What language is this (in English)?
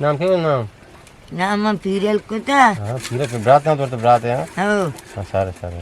Eastern Balochi